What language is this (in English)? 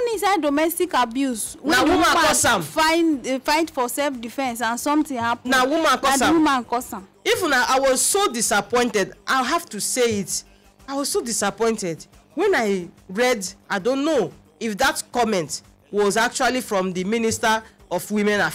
Nigerian Pidgin